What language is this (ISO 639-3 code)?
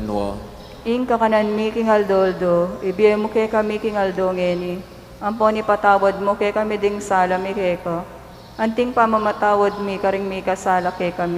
pam